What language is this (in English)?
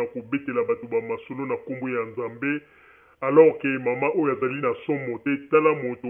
Lingala